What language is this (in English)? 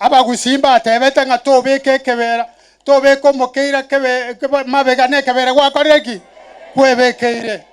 Gusii